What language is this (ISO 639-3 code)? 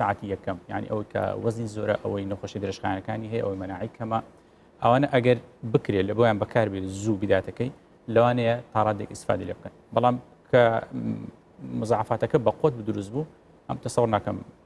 ckb